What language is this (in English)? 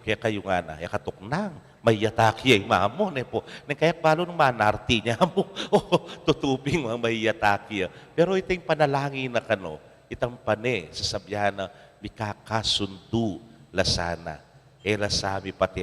Pampanga